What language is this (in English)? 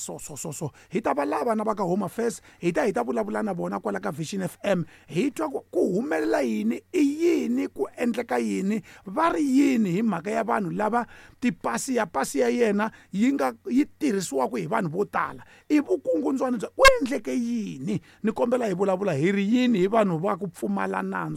Tsonga